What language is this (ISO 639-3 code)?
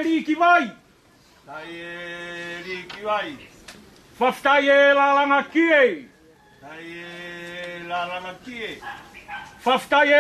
ton